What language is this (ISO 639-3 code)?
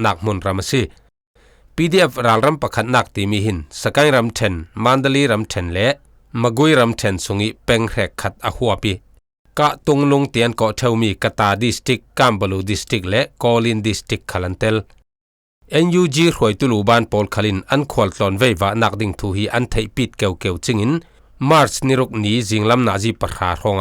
cfm